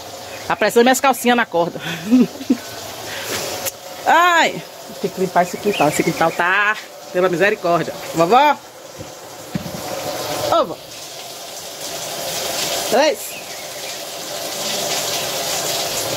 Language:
Portuguese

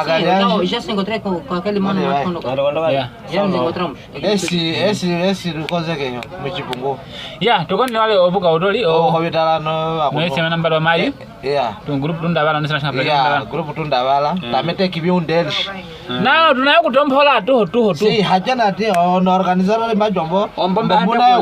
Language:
Nyaneka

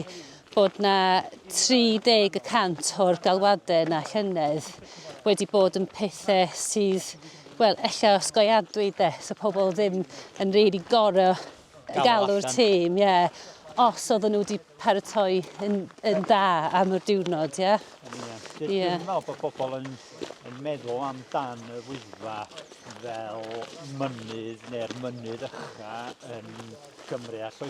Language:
Welsh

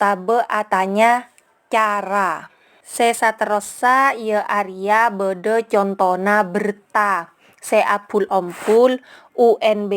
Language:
Madurese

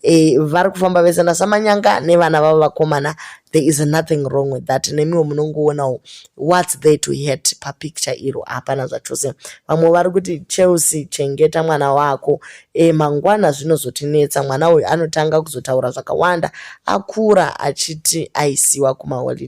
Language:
Shona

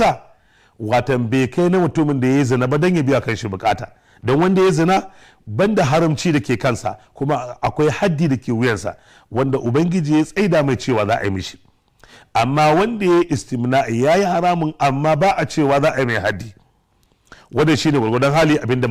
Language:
Hausa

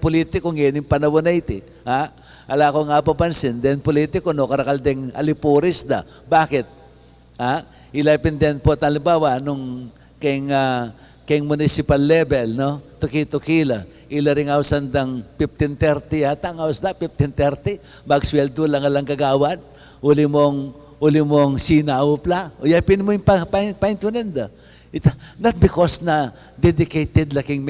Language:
Pampanga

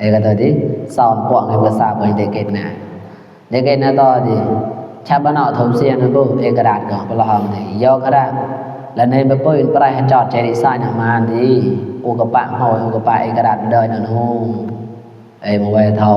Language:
Mon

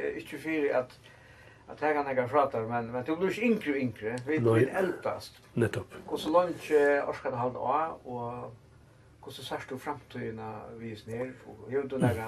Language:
Faroese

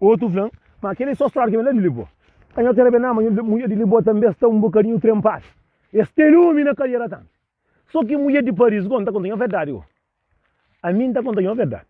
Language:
Kabuverdianu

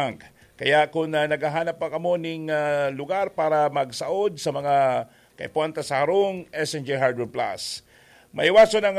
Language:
Bikol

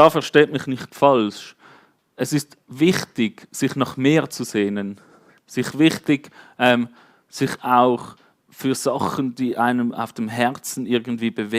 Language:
Swiss German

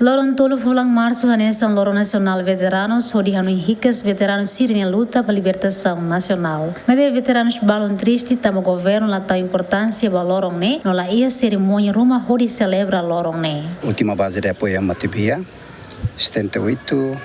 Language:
Tetum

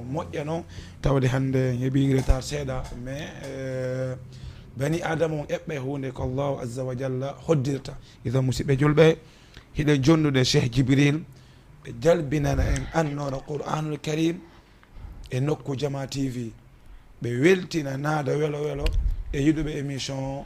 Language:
Fula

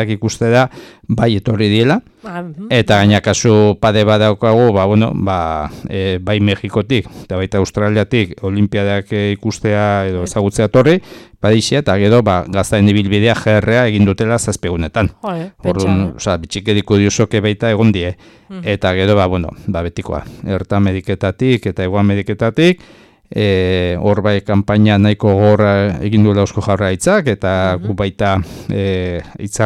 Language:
Basque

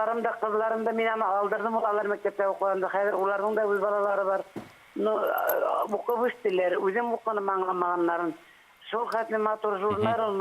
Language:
Bashkir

